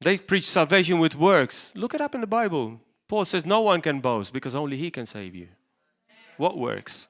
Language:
English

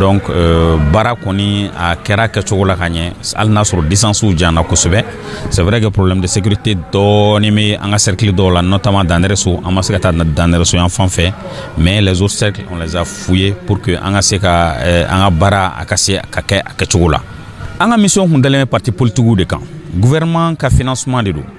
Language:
Bambara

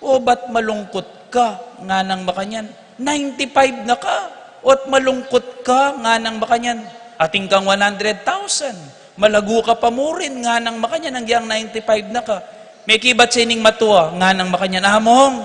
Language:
Pampanga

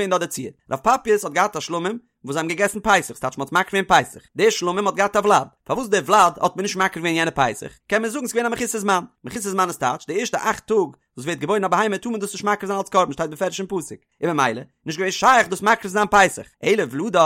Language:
Yiddish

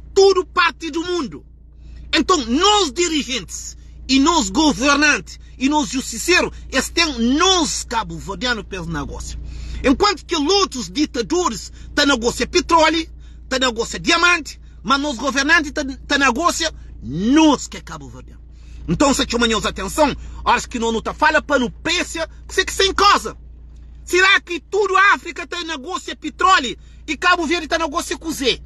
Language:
Kabuverdianu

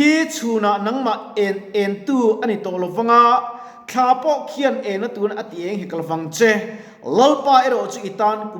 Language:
Mizo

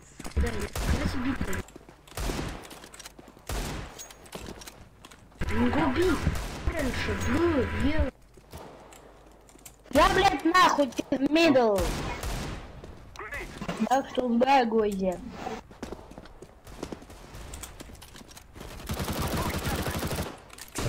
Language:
German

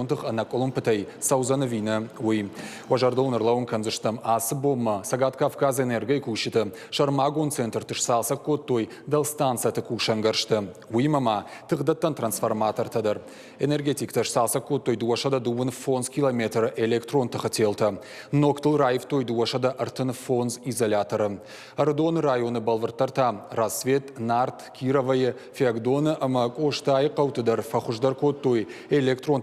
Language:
Ossetic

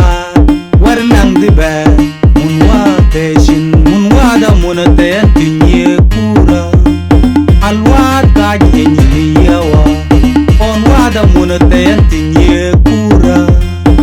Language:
Mabaan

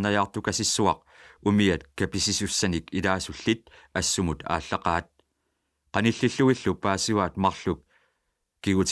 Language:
Kalaallisut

